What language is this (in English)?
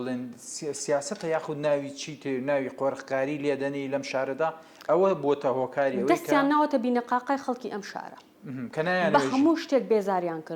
Central Kurdish